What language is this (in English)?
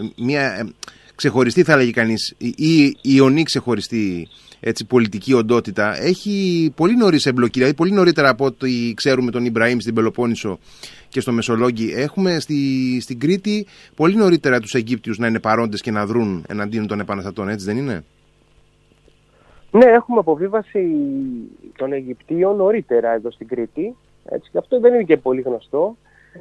Greek